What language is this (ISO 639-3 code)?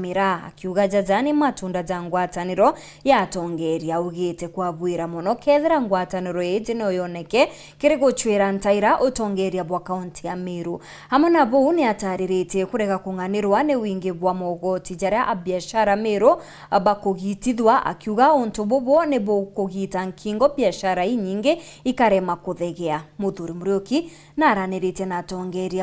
mer